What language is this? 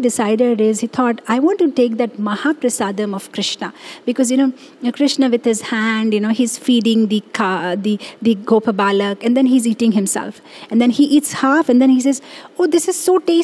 English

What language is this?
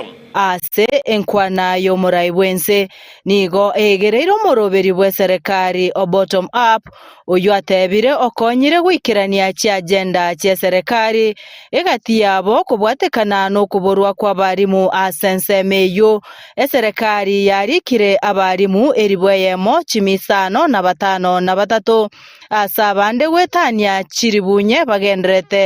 Gusii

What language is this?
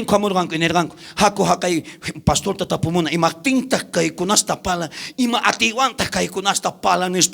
South Bolivian Quechua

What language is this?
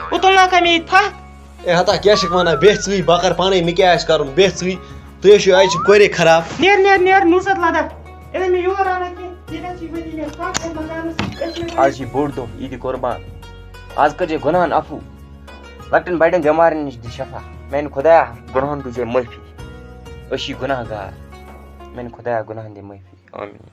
Kashmiri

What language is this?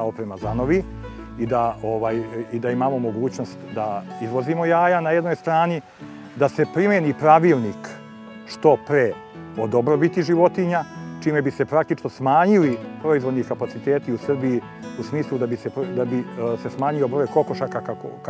Serbian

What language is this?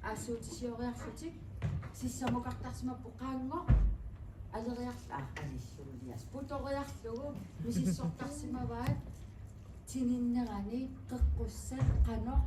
Kalaallisut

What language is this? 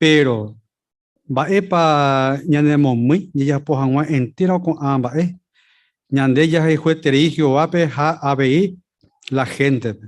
Guarani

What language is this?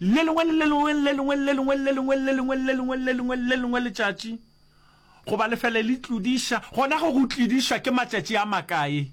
Northern Sotho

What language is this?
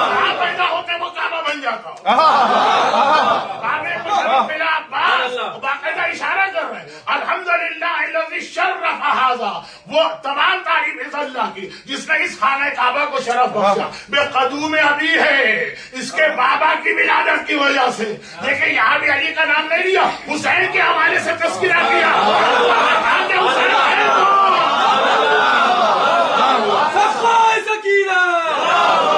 Urdu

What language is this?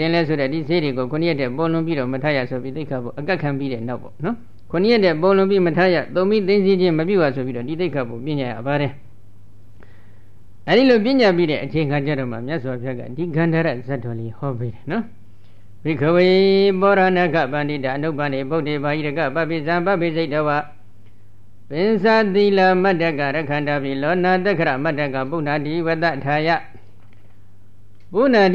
Burmese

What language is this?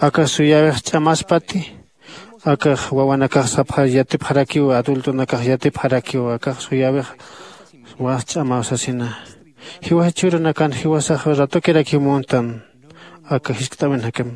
Aymara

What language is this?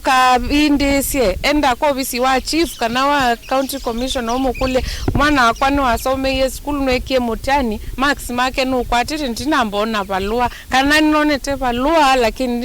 Kamba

